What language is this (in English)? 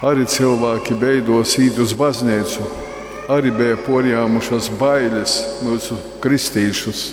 Latgalian